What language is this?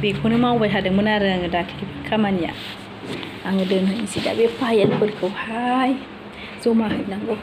Bodo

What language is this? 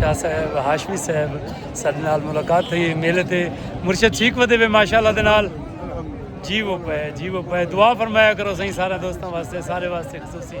Saraiki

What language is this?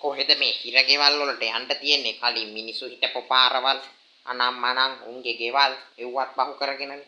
Sinhala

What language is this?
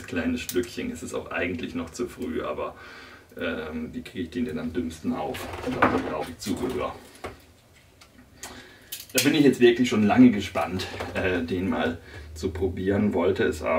German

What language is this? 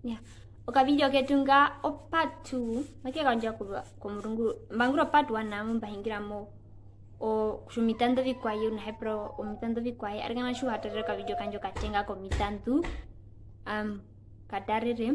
Herero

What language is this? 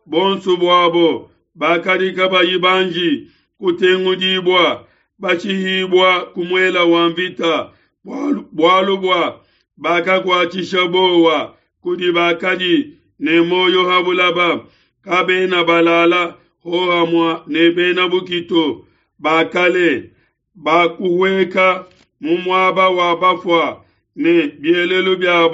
Luba-Lulua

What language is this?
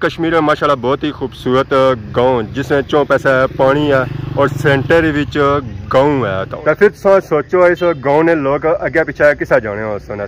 Pahari-Potwari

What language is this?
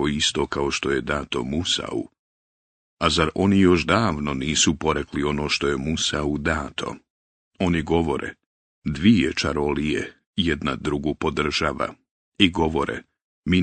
Bosnian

